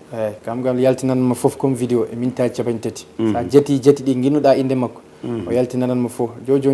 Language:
Fula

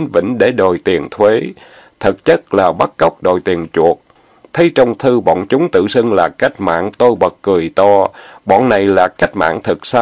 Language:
Vietnamese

